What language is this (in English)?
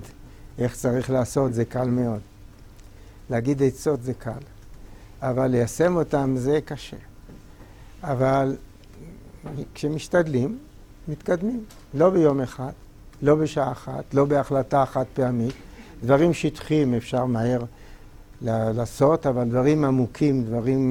Hebrew